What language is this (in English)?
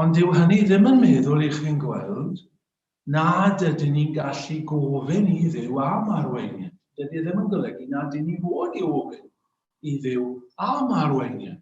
Welsh